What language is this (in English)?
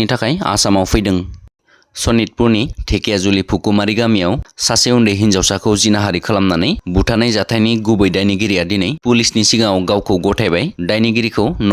Bodo